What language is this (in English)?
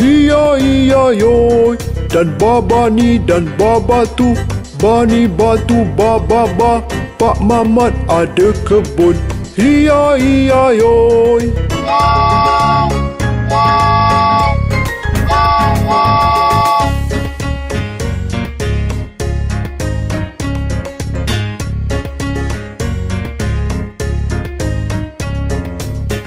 Malay